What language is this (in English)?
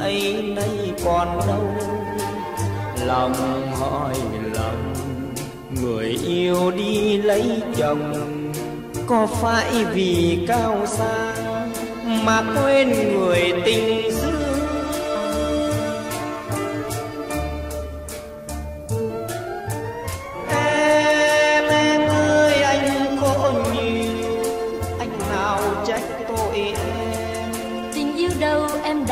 Vietnamese